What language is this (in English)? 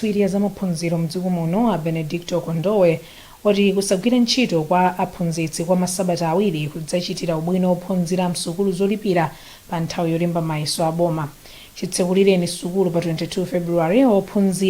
Nyanja